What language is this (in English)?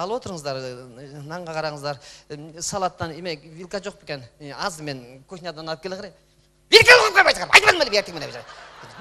Kyrgyz